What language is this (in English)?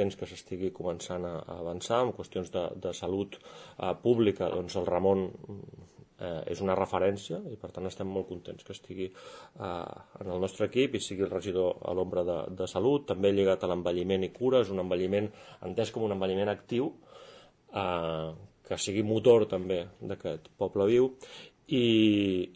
Catalan